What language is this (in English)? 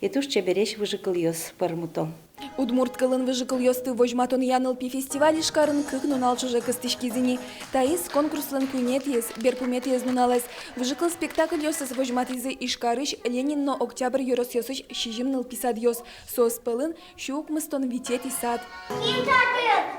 Udmurt